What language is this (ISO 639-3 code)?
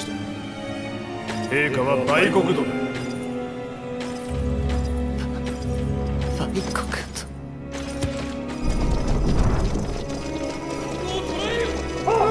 jpn